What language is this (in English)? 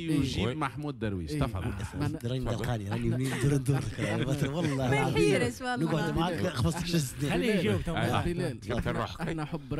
Tunisian Arabic